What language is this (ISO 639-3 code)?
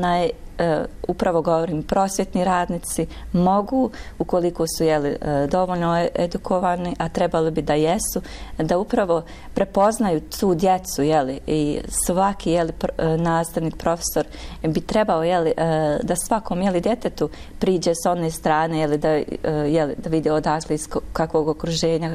bos